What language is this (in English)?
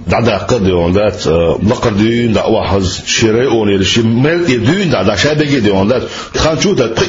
Chechen